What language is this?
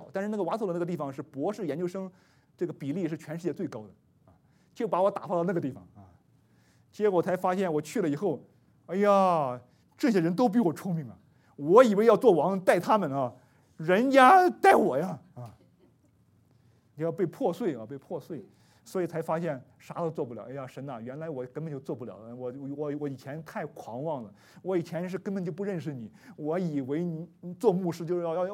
Chinese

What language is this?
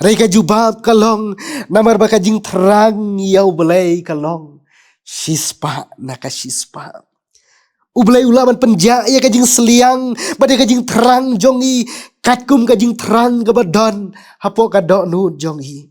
Khasi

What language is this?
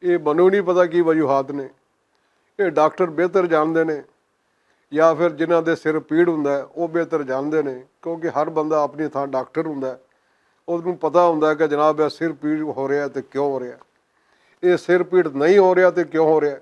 Western Panjabi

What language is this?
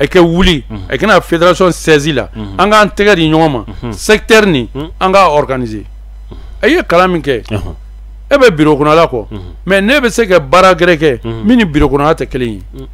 Bambara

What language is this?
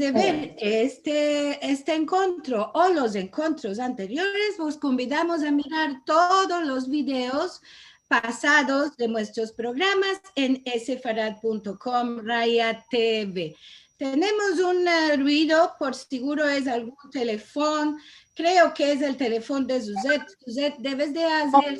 Ladino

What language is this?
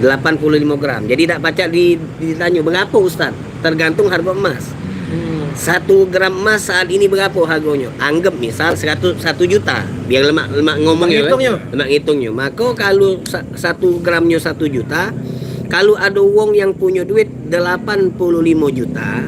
Musi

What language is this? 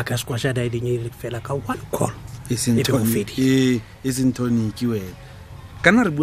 Tswana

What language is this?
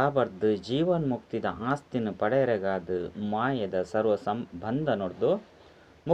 Tulu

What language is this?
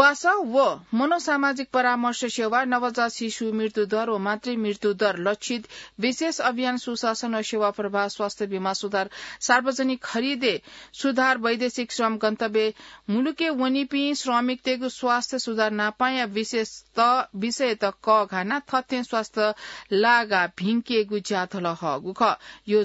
Newari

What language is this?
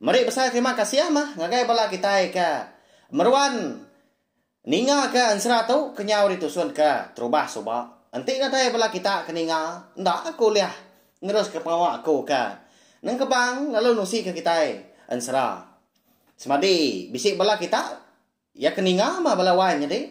Iban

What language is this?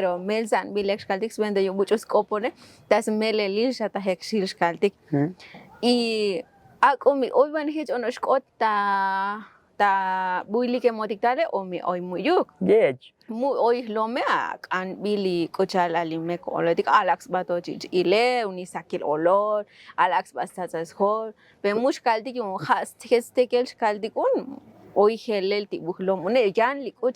Tzotzil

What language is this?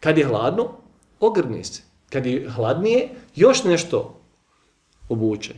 Bosnian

